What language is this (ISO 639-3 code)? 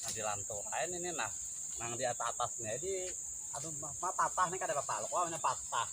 bjn